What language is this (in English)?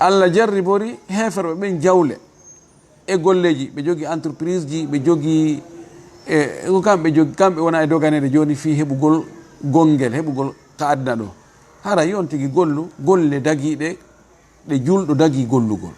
Fula